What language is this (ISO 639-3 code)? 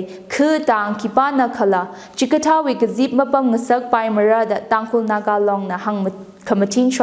nmf